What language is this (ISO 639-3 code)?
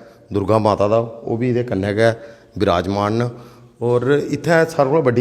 doi